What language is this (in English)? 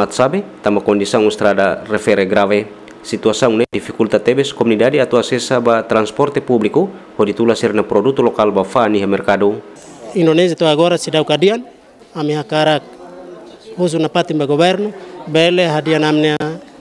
Tetum